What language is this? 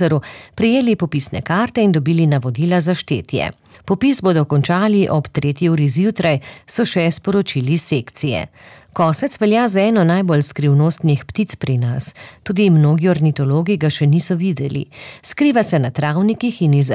Slovenian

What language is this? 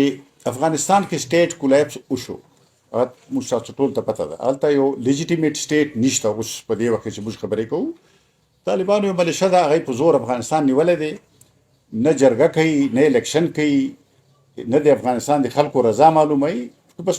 Pashto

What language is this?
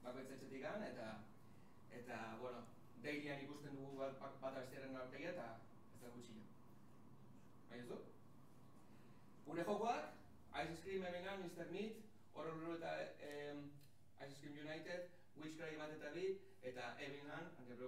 Basque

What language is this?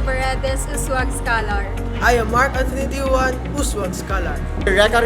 Hiligaynon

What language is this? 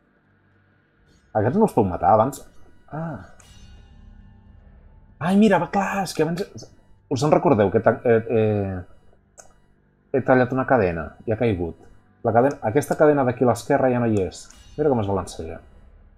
Catalan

